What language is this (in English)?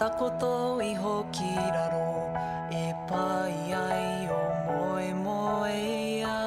Māori